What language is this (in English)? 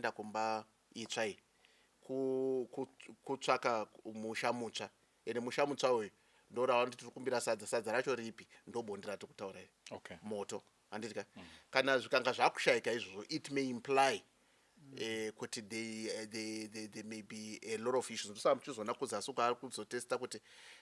Shona